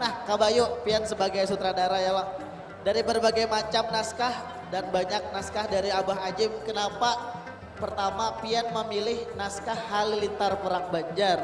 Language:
Banjar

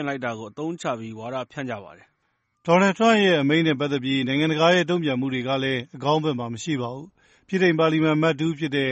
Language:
Burmese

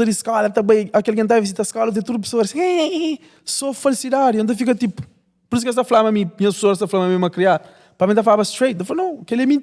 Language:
Kabuverdianu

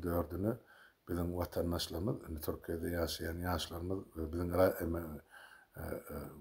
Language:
Turkmen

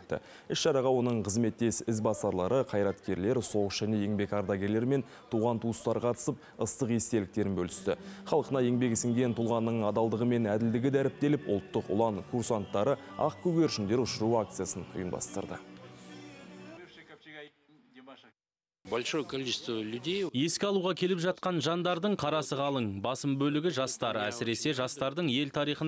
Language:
Kazakh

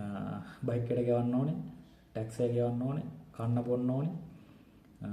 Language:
Sinhala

